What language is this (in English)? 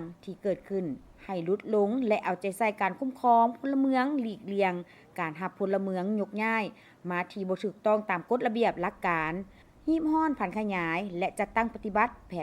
Lao